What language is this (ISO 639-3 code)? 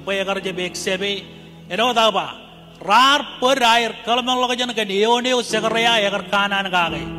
mah